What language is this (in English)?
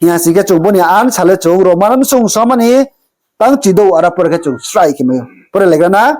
Riang (India)